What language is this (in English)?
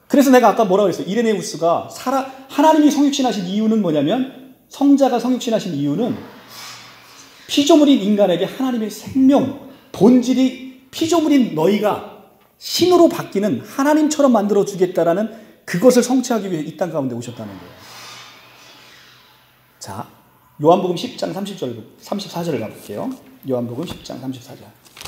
Korean